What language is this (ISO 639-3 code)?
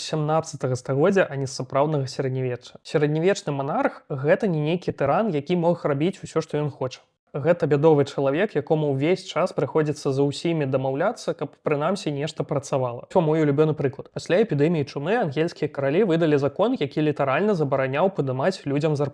bel